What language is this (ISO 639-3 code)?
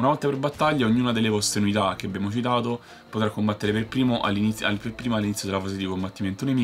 ita